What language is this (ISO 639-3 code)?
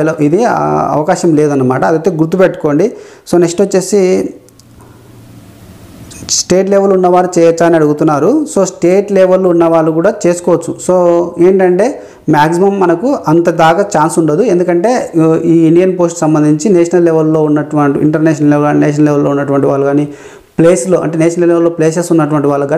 tel